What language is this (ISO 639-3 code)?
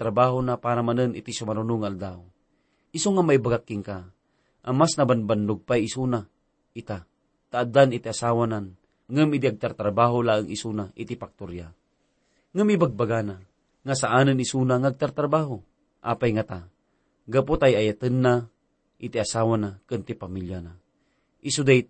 ilo